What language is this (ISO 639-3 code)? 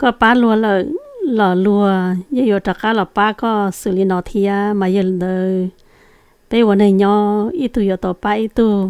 hmn